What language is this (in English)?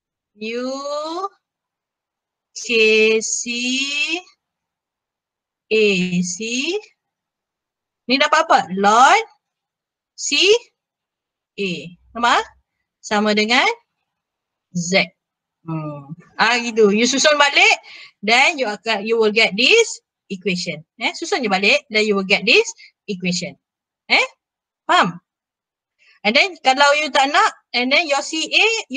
Malay